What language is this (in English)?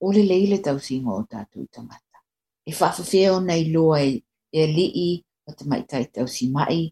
Samoan